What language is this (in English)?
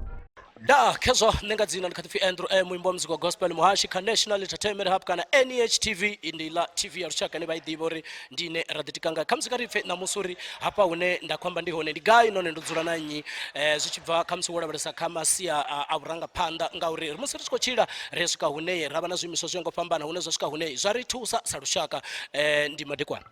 Venda